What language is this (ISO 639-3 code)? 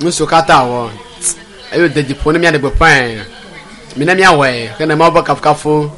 ewe